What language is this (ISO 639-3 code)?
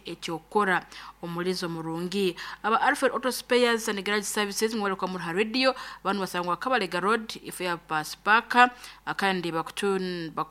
nyn